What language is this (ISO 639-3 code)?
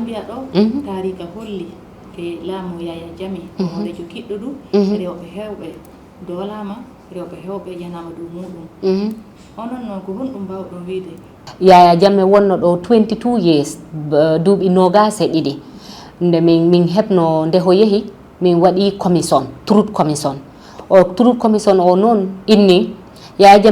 ful